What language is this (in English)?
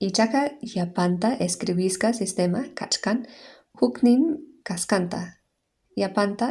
Quechua